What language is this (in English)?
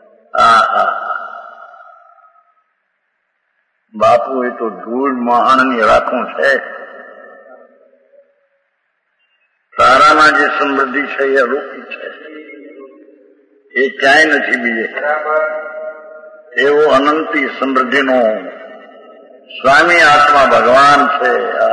Gujarati